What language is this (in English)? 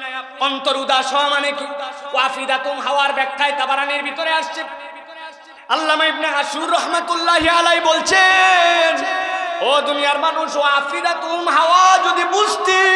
Bangla